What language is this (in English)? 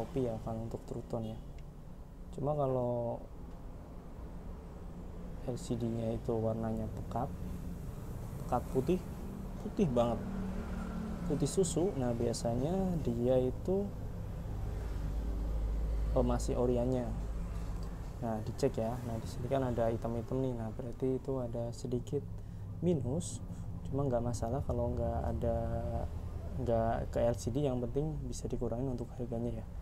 Indonesian